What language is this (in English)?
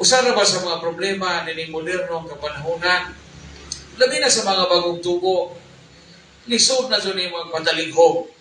Cebuano